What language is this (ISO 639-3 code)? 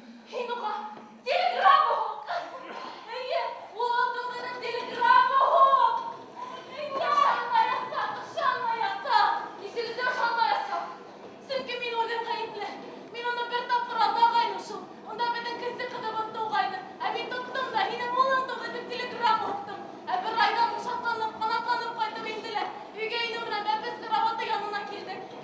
bak